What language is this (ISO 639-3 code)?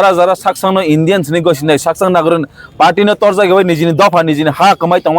trp